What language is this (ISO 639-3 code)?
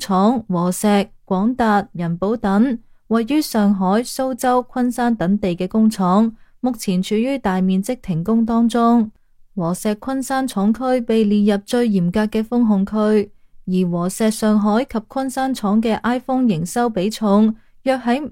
yue